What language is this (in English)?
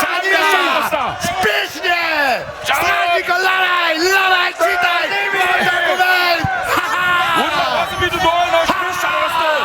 Upper Sorbian